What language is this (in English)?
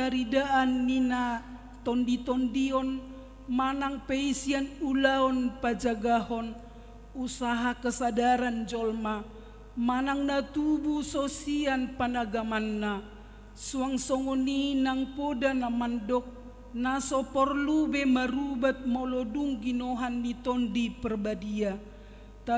Batak Toba